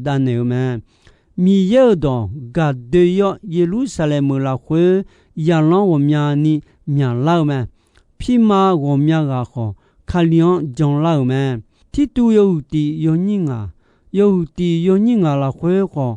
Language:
Akha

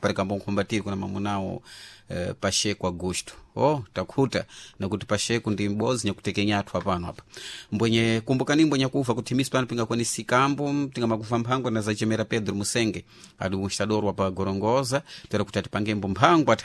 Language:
Sena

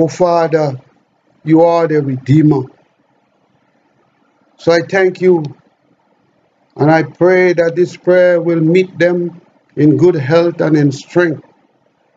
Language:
English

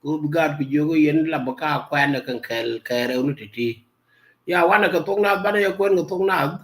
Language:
Nuer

